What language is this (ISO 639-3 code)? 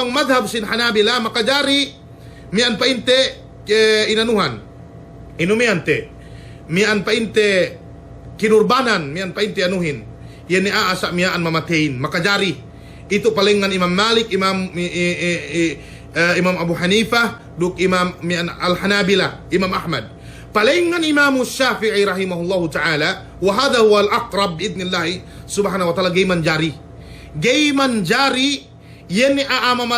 yka